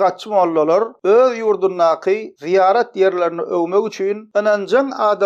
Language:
Turkmen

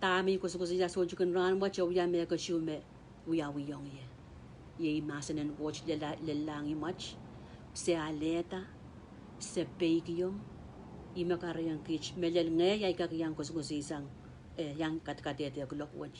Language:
Pohnpeian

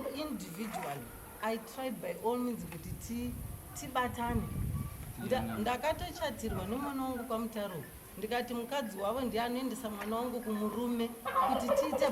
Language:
Shona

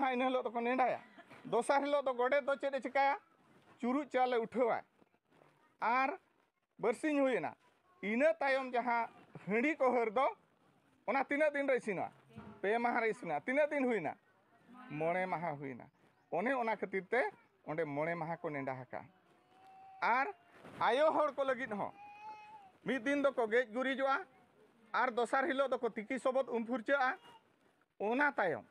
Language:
Santali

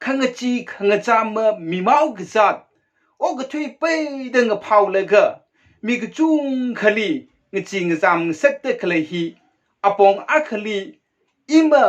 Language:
Tangkhul Naga (India)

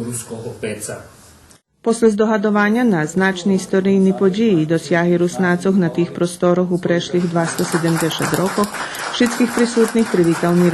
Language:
Rusyn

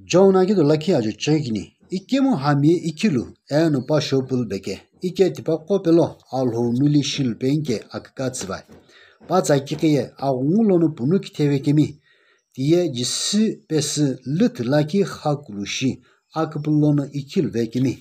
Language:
Sumi Naga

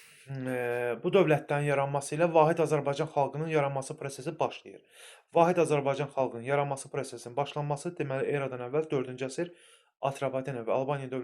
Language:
Azerbaijani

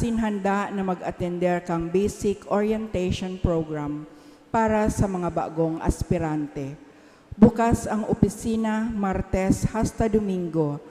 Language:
Bikol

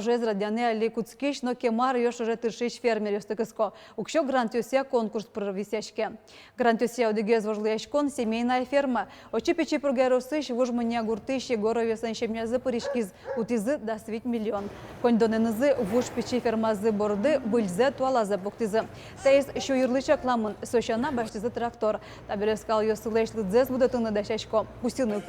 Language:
Udmurt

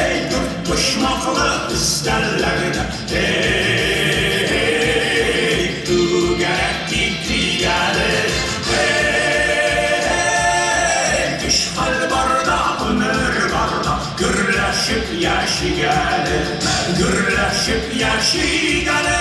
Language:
Tatar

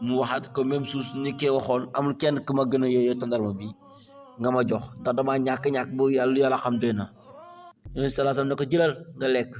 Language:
Wolof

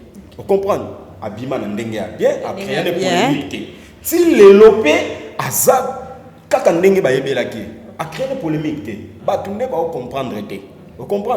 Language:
Lingala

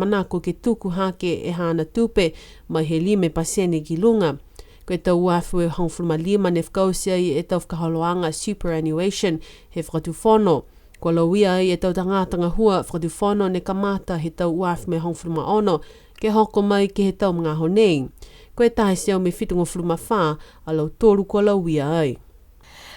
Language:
Niuean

